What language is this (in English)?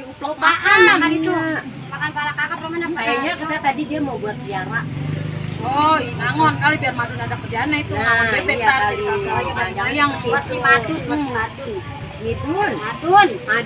Betawi